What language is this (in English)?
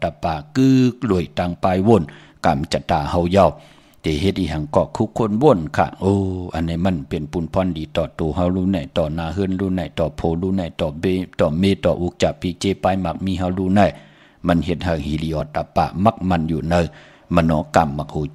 Shan